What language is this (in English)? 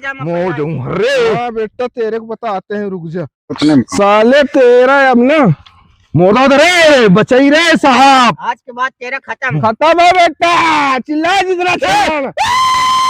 Chhattisgarhi